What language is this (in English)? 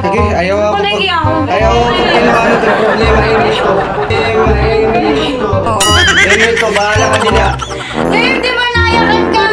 Waray